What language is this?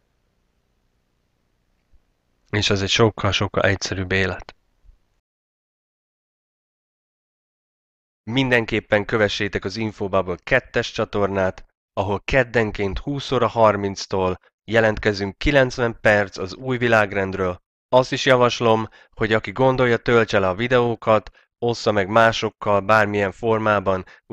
Hungarian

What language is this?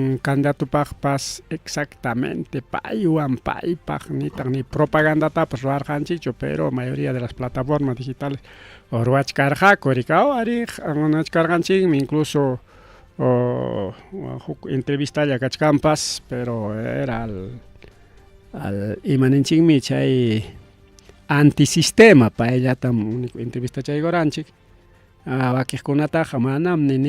Ayacucho Quechua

